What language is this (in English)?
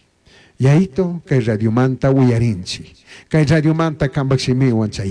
Chimborazo Highland Quichua